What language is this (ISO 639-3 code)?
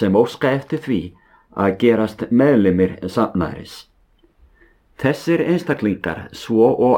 isl